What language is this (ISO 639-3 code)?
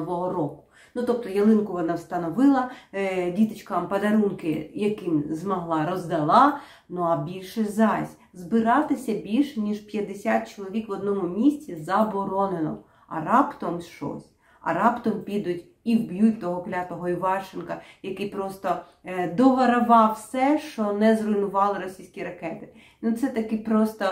ukr